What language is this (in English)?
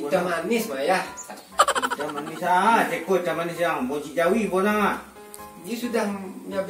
Minangkabau